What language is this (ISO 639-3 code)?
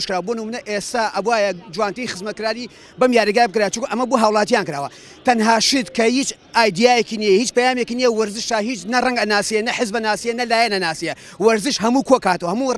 ckb